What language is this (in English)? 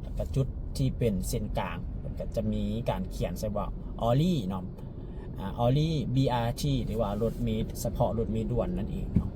Lao